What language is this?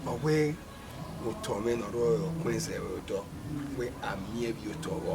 Bini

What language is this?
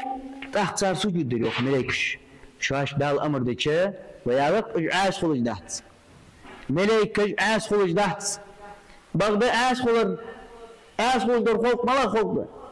Ingush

